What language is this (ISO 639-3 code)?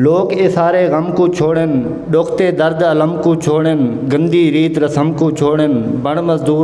skr